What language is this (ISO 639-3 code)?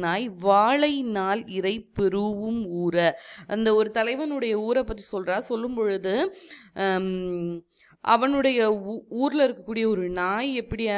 tam